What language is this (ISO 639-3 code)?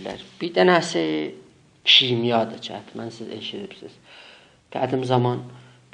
azb